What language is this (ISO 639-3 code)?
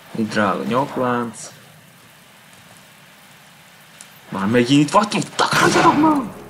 hun